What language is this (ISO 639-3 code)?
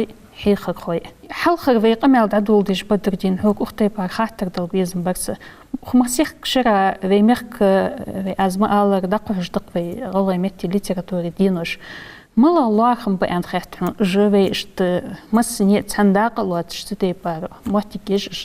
inh